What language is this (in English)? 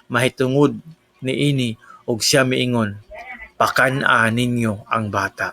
Cebuano